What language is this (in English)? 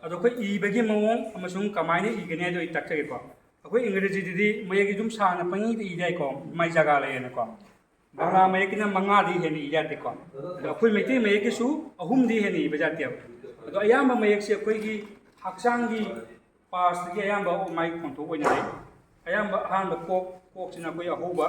Manipuri